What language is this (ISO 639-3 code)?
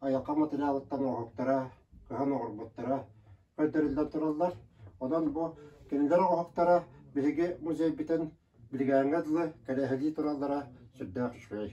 sah